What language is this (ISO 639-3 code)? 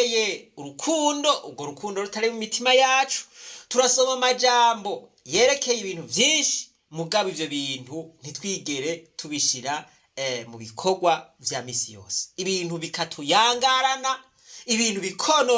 run